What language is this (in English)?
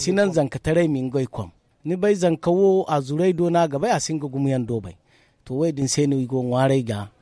Zarma